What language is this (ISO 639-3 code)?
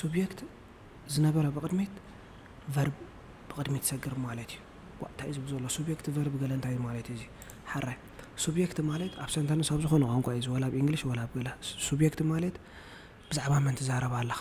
tir